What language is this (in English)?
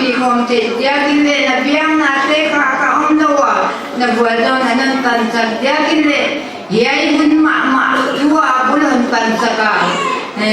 Paite Chin